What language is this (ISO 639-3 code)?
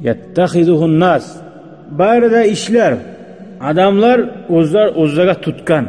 kum